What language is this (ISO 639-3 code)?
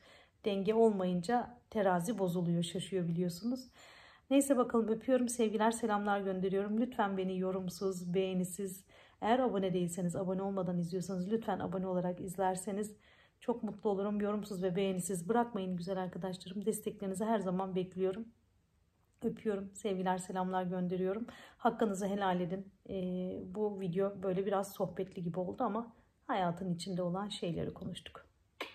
tur